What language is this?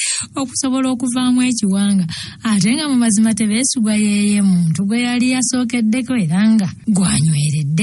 Ganda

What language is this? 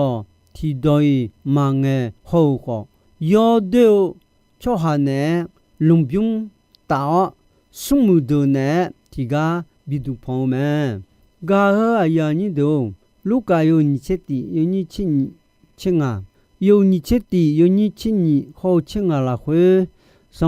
Akha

